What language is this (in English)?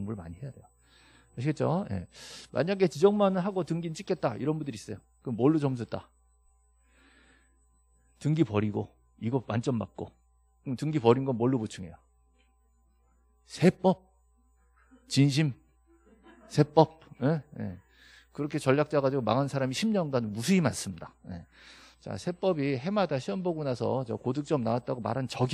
Korean